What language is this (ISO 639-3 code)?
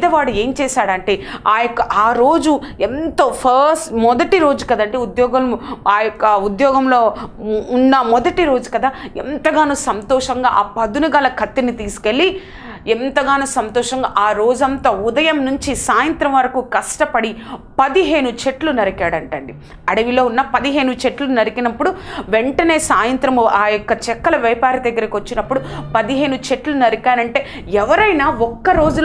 tel